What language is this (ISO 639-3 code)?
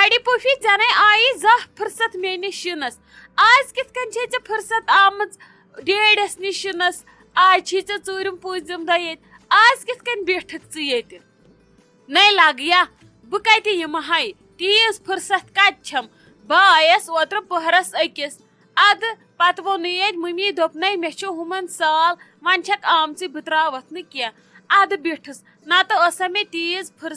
kas